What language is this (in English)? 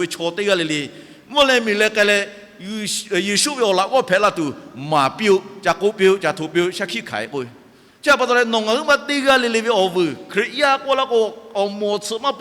Lahu